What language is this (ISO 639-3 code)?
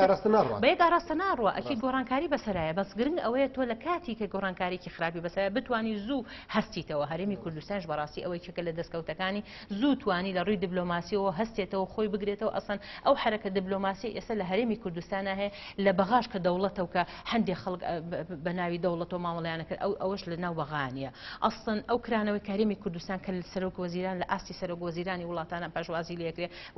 ckb